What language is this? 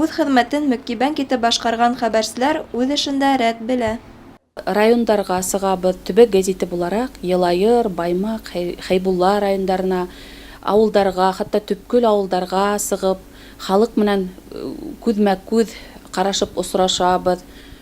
Bashkir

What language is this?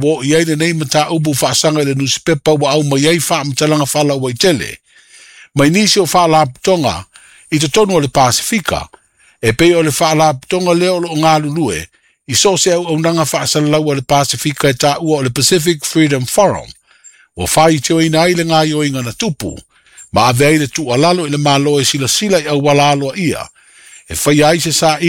Samoan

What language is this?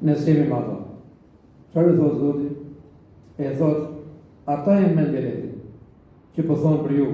Albanian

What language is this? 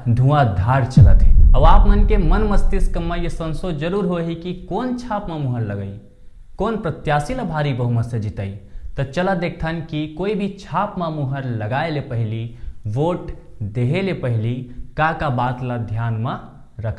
Chhattisgarhi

